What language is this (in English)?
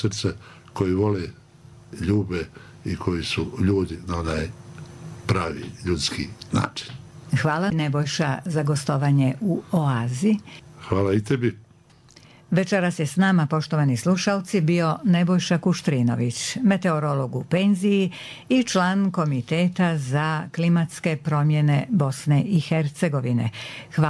Bosnian